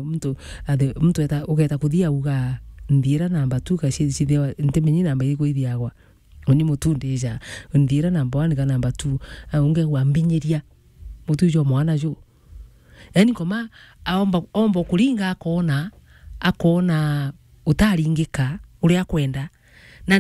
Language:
Meru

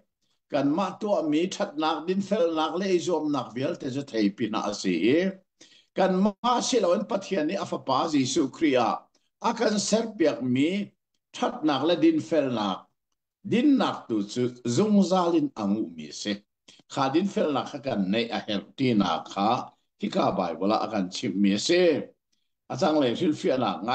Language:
Hakha Chin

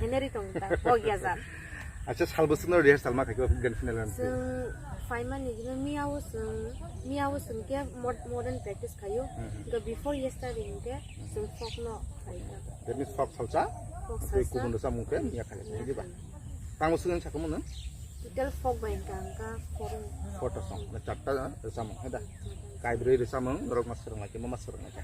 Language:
Kok Borok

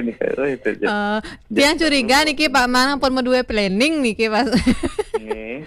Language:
Balinese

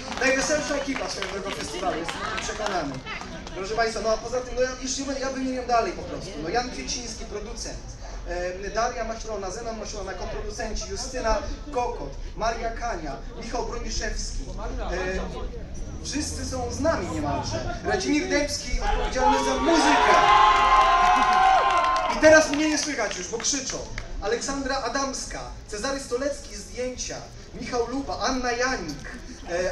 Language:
Polish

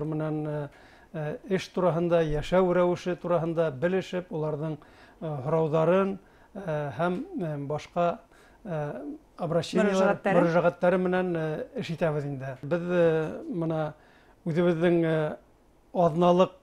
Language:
Bashkir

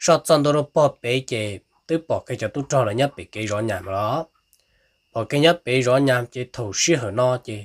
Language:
Hmong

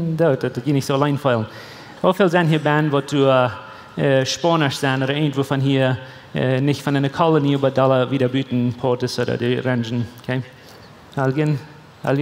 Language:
Plautdietsch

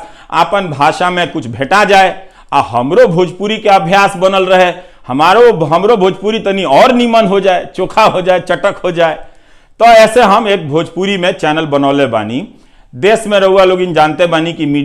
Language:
Bhojpuri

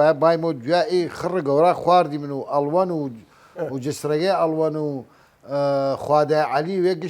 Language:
Southern Kurdish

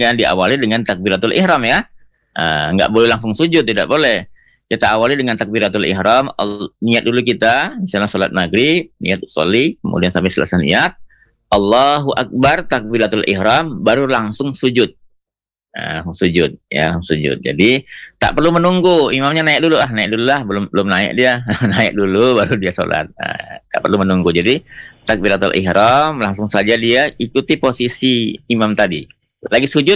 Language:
Indonesian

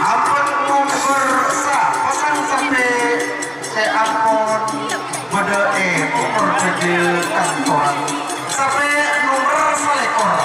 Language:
Madurese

